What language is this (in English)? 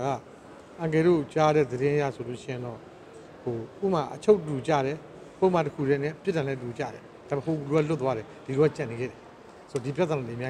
Burmese